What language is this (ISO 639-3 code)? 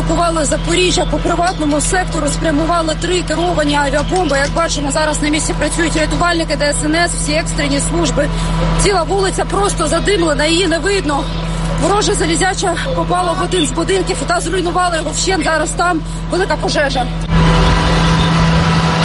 ukr